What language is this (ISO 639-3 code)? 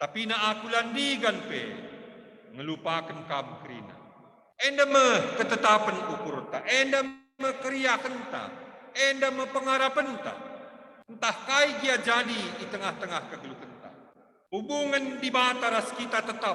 btx